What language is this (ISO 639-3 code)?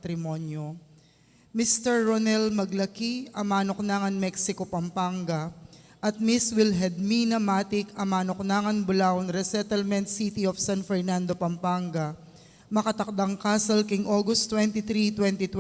pam